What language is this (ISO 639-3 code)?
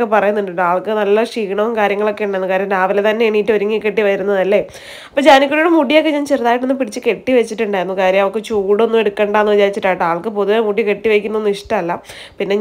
mal